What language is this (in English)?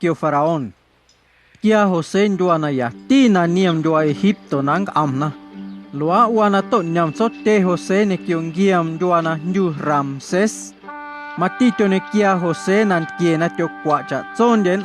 Guerrero Amuzgo